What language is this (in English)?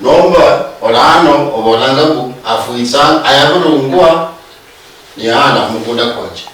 Luyia